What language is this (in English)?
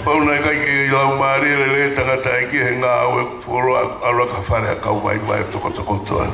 Tongan